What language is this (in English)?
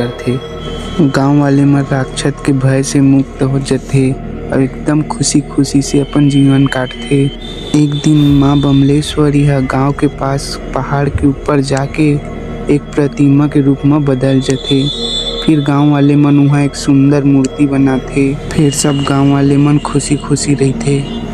Chhattisgarhi